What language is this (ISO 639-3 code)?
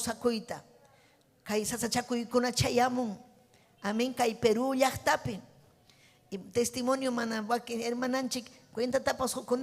quy